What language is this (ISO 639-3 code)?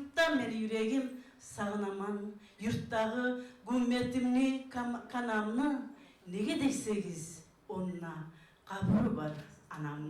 kum